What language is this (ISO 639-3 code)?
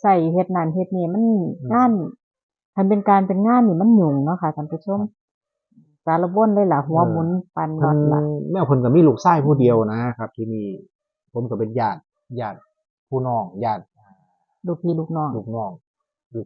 tts